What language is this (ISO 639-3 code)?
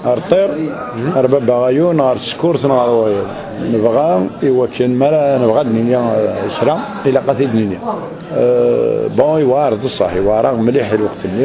kab